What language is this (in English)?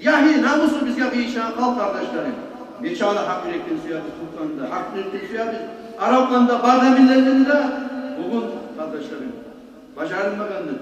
Kumyk